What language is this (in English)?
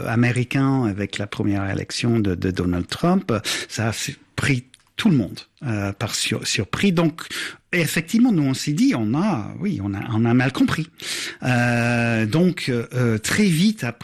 French